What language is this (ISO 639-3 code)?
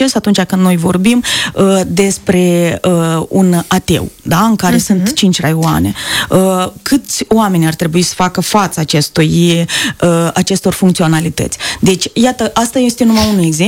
ron